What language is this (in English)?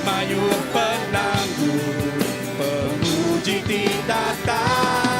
Iban